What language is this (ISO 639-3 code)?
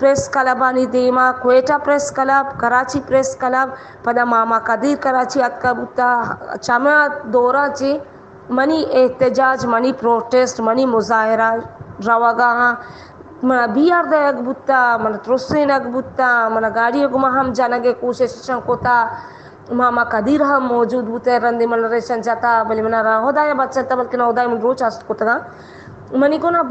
bal